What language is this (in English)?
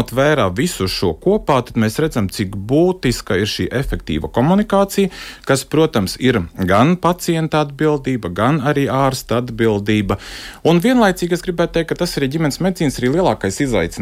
Latvian